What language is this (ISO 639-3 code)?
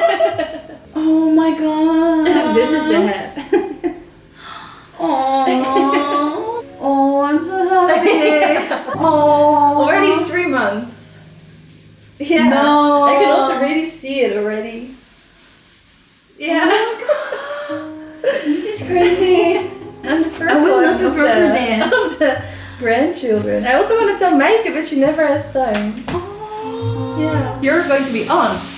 nld